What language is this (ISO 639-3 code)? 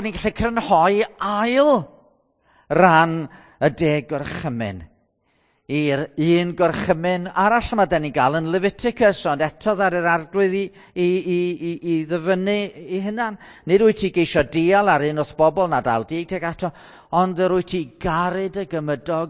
cym